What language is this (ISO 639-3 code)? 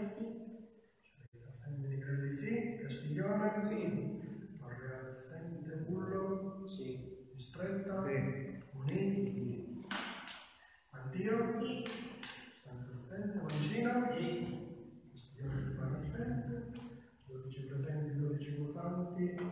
ita